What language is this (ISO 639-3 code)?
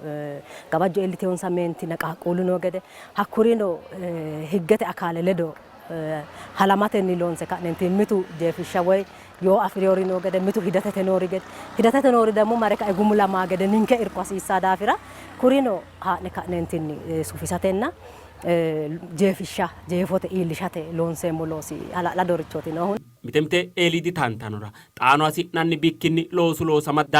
sid